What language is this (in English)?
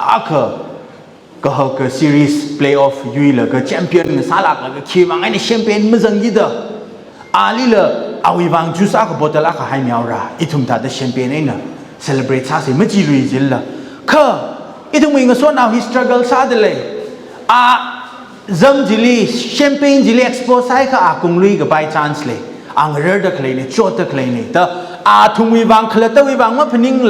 Tangkhul Naga (India)